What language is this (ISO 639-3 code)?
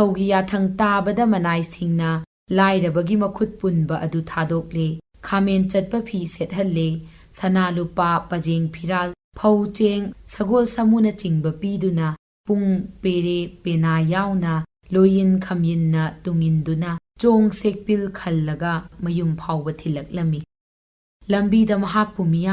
mni